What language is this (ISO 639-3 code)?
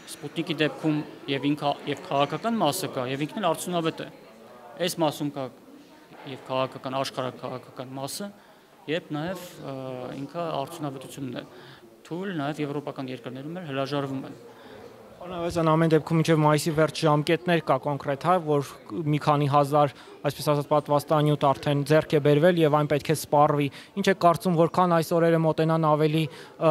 hye